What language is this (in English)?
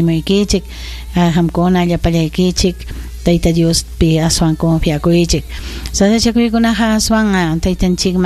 Ayacucho Quechua